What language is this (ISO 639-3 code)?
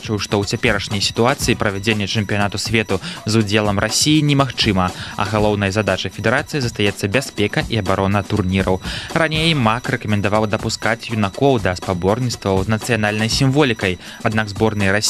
bel